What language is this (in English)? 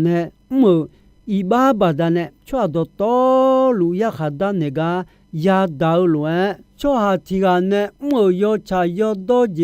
Akha